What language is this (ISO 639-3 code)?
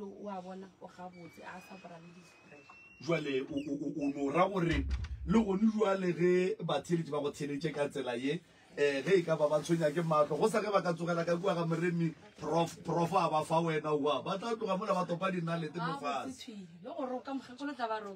nso